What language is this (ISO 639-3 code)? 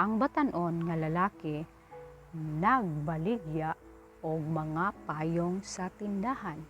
ceb